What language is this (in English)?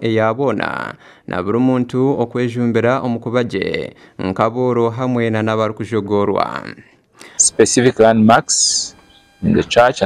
Nyankole